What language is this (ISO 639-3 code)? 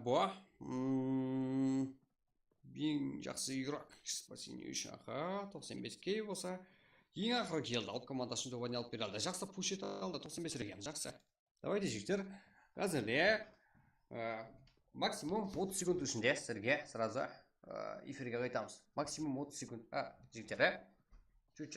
kaa